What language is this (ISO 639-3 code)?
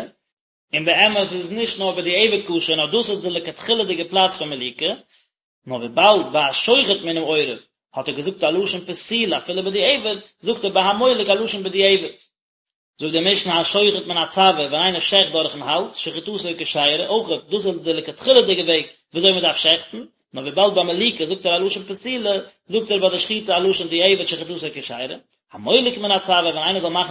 yid